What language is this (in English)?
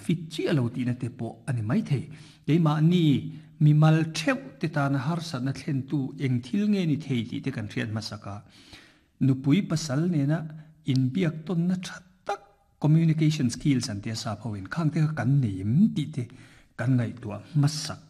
Mizo